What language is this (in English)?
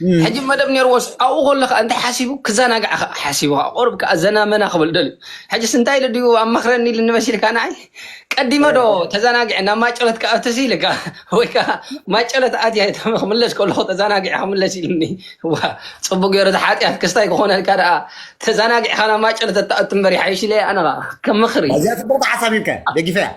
Tigrinya